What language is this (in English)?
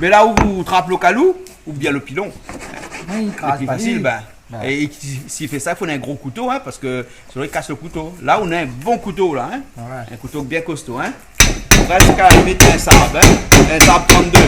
Réunion Creole French